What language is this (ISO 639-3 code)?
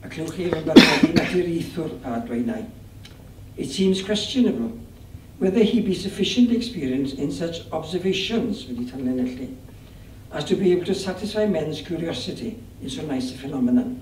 cym